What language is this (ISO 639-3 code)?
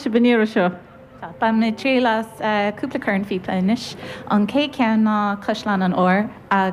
gle